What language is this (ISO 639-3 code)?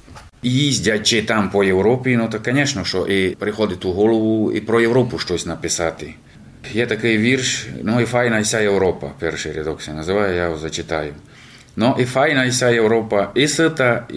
rue